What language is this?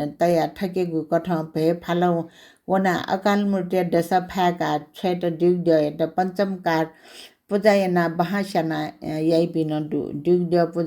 Newari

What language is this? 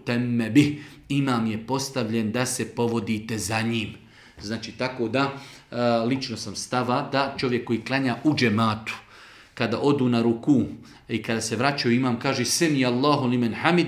Bosnian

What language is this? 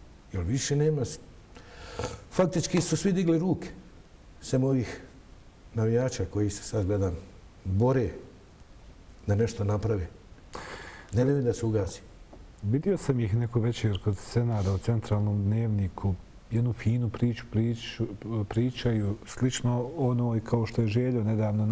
Bosnian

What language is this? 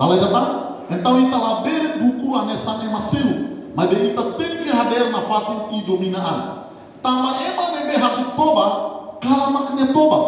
Tetum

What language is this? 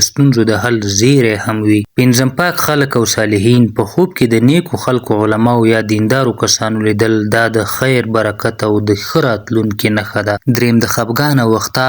Pashto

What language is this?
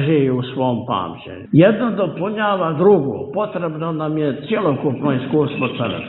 Serbian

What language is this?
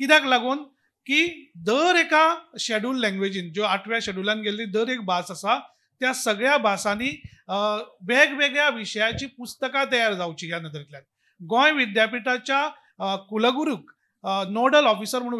Konkani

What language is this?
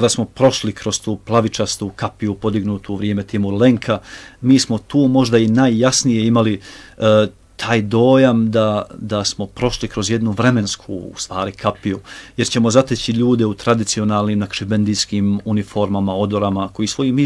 Bosnian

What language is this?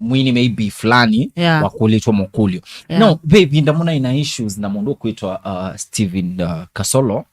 Kamba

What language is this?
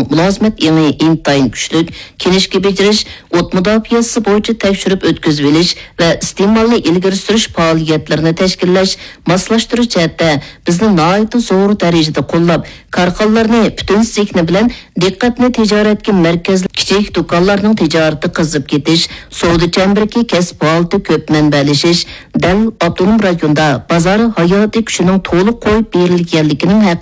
Uyghur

